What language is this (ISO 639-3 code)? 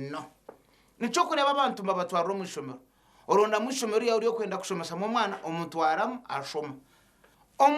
nyn